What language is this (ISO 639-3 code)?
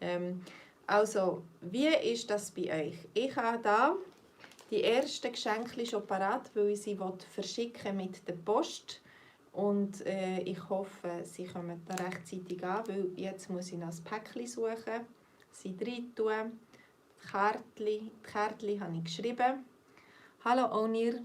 gsw